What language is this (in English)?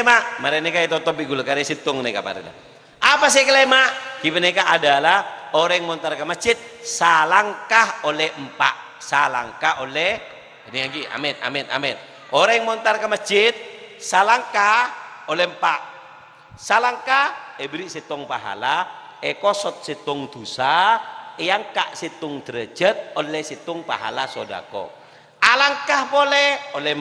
Madurese